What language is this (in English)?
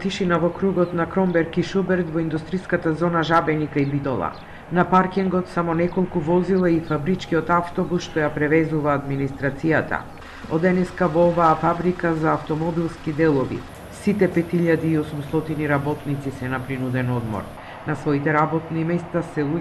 Macedonian